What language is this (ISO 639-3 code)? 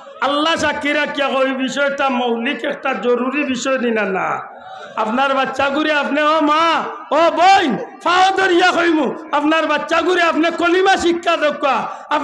syl